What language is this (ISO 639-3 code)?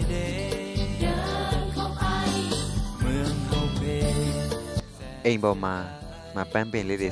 mya